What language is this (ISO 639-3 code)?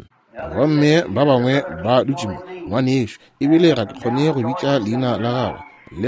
nso